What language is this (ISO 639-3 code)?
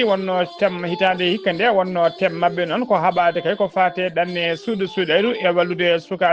ful